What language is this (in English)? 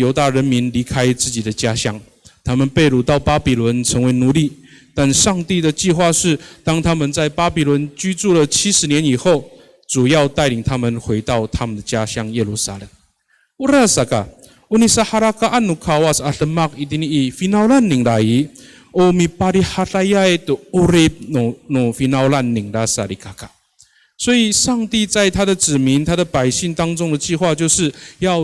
Amis